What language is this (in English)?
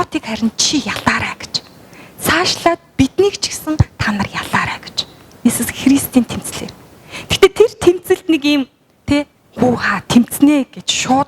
Mongolian